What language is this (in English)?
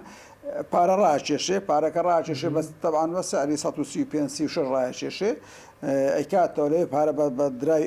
Central Kurdish